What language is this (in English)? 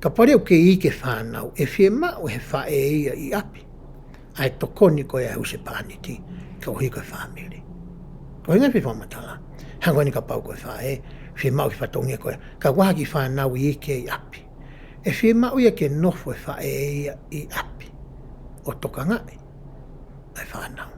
Tongan